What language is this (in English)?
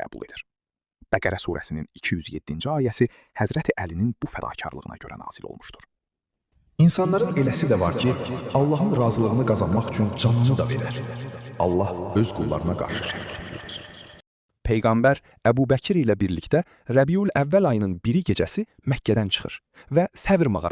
Azerbaijani